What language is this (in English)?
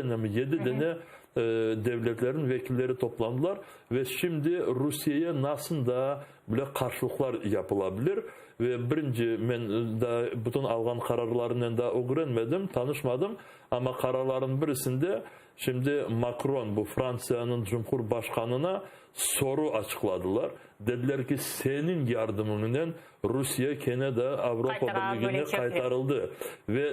Crimean Tatar